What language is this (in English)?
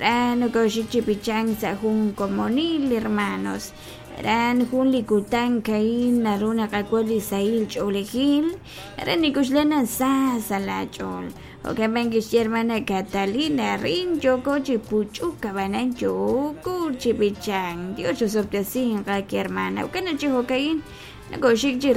Kekchí